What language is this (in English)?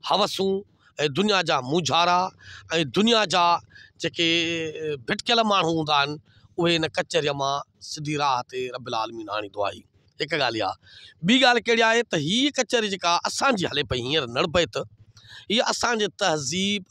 Sindhi